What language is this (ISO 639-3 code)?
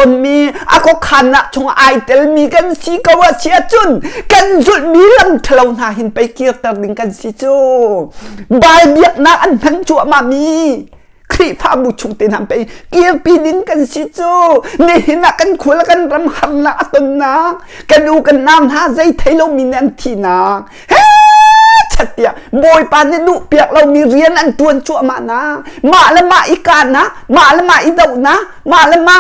cnh